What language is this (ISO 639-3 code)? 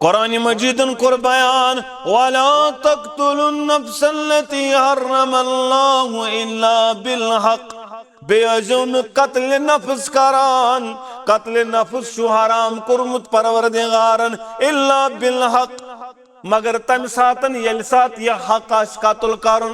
kas